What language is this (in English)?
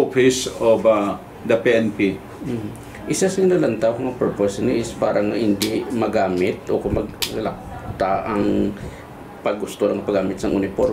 Hiligaynon